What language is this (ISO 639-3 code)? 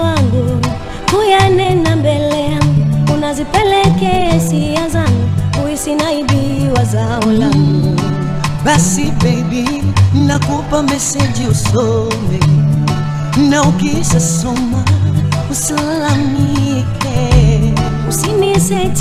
swa